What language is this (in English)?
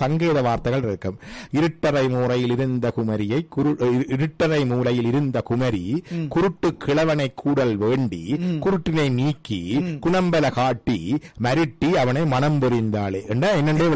Tamil